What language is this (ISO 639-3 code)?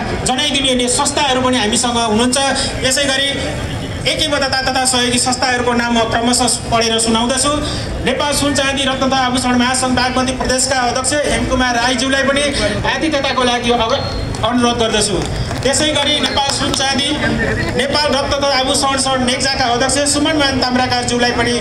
nep